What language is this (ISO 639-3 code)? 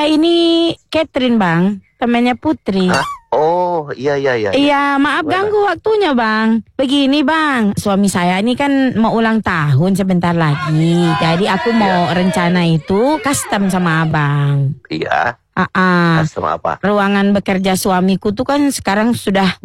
ind